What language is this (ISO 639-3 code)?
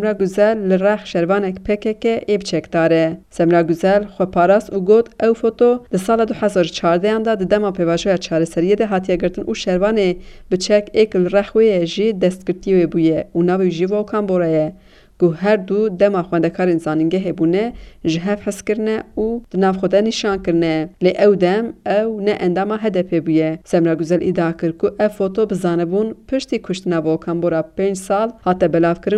kur